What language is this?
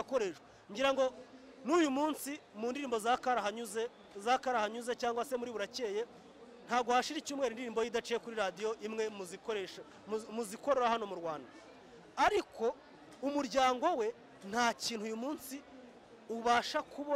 Kinyarwanda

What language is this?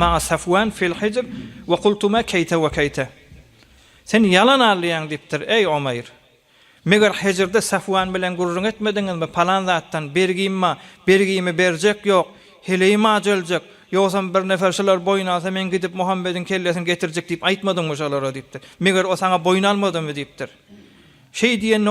Turkmen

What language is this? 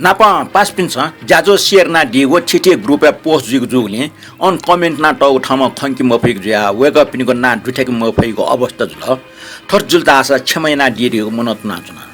Newari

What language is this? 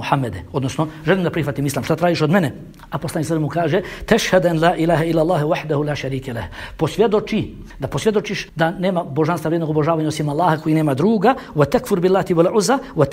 Bosnian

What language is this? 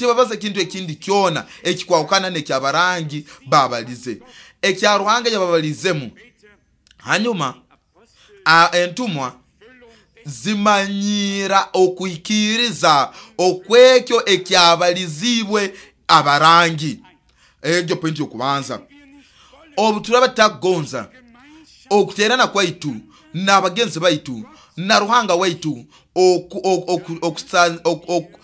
Nyoro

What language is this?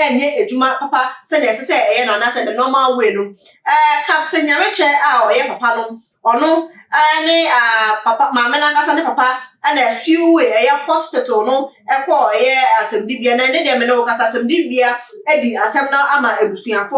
Akan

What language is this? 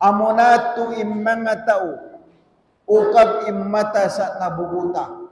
Tausug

